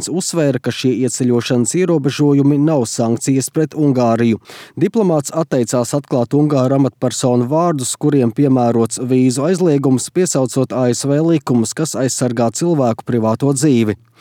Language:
Latvian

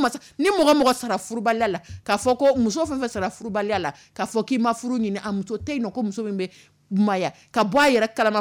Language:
Dyula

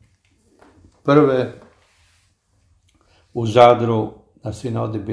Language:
Croatian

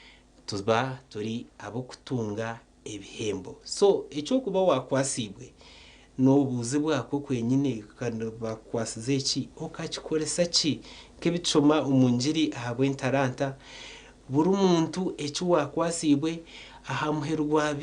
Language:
Nyankole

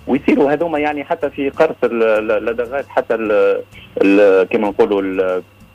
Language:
Tunisian Arabic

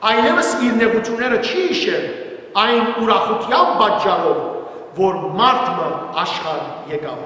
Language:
Western Armenian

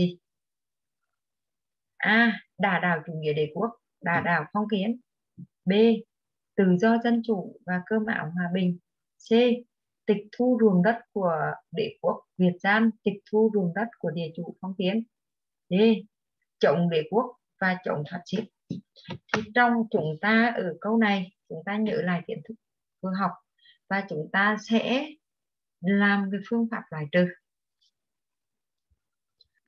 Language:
Vietnamese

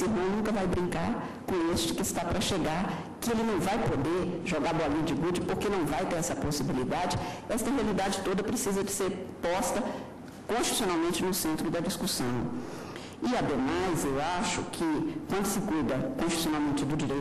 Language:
Portuguese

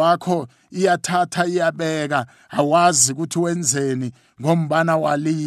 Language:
South Ndebele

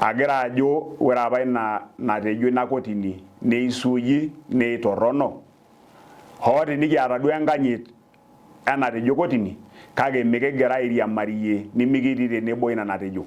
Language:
Masai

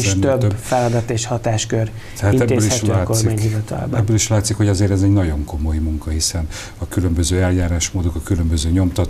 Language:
Hungarian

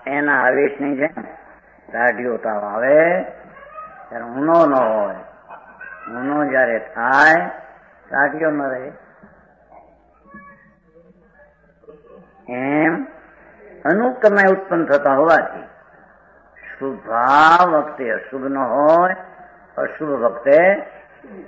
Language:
Gujarati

